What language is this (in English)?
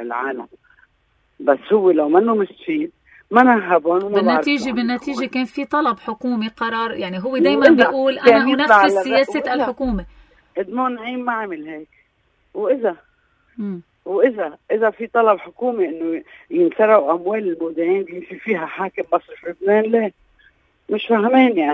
North Levantine Arabic